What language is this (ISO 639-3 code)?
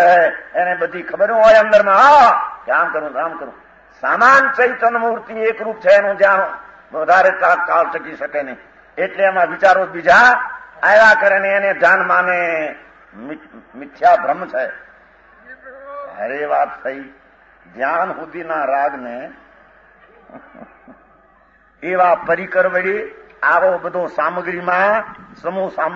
guj